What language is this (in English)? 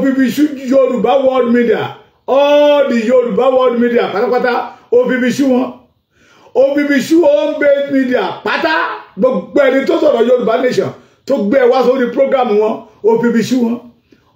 Yoruba